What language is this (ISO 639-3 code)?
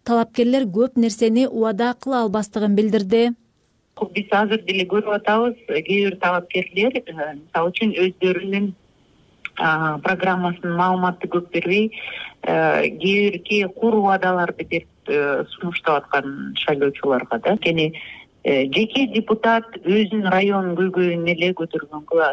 kir